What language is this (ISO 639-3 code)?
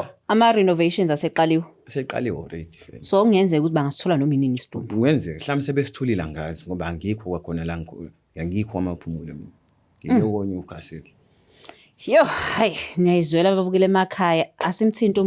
zul